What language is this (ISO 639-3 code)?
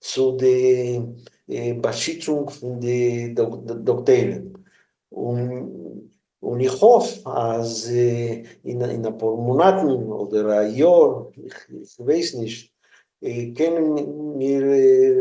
yid